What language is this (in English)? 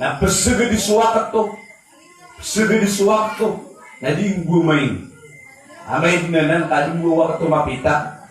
Maranao